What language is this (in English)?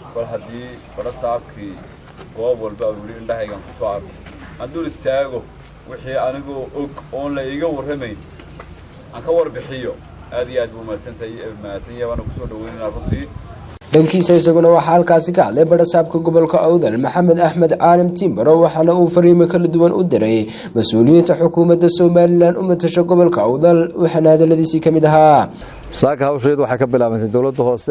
Somali